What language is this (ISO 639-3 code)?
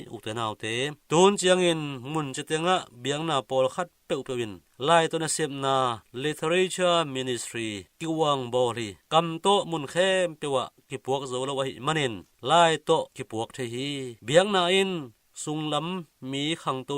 ctd